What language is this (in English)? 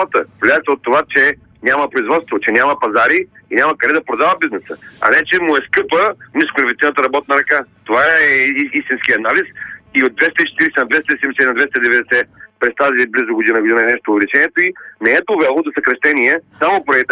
Bulgarian